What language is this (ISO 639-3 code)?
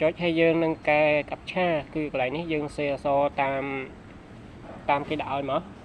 khm